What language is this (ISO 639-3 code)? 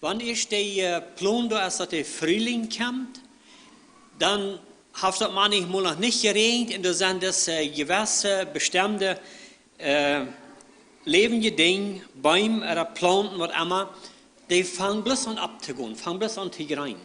pdt